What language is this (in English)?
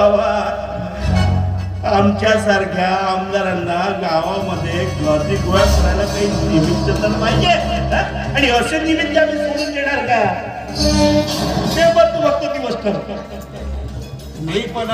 Marathi